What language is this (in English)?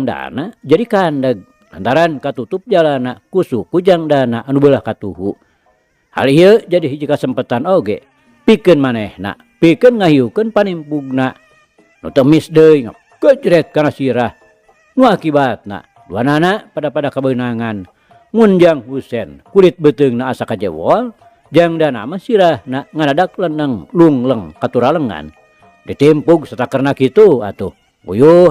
Sundanese